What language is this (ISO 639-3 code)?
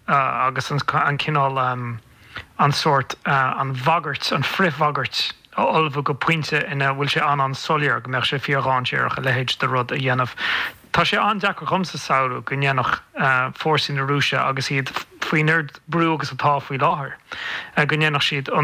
gle